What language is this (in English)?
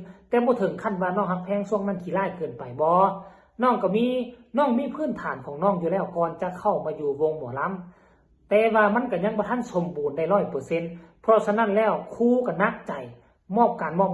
Northeastern Thai